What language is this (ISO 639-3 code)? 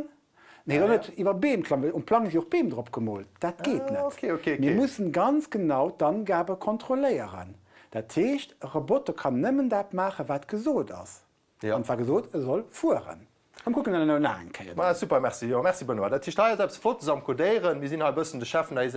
ltz